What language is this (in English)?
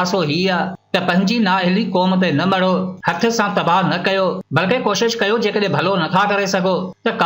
Sindhi